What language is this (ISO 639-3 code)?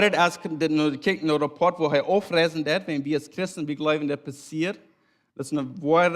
pdt